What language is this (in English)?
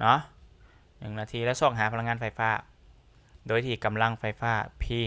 Lao